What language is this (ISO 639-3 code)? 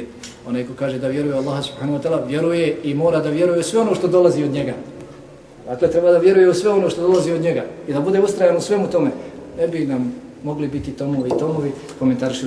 bos